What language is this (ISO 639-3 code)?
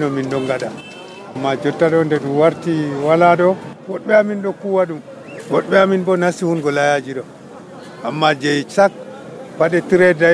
fuv